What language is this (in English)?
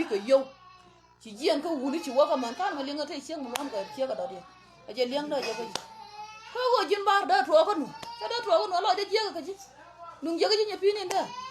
Nuer